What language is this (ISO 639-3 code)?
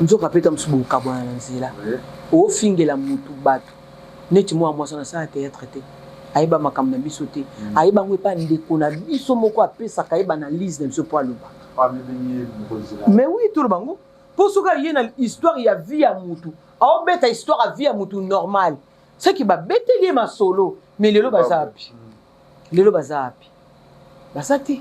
lin